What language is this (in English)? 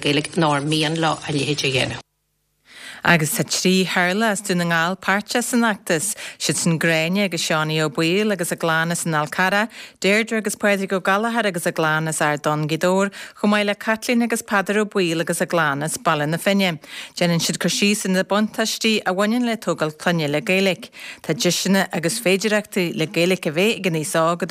Irish